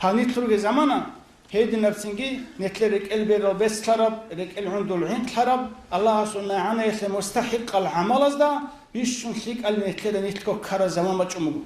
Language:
Avaric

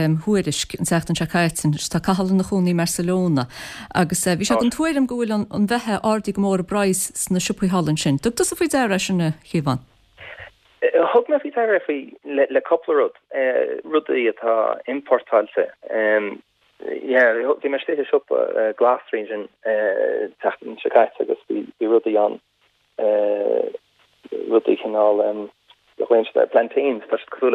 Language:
Irish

